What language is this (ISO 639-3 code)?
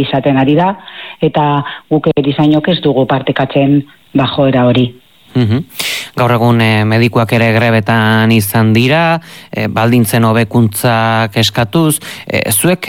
eus